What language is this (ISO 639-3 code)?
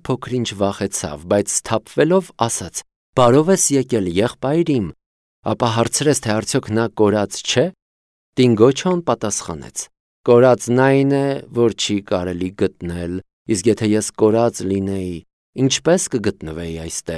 hye